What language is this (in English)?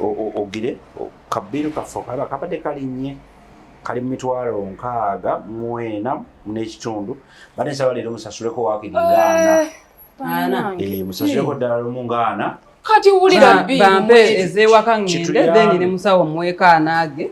Ganda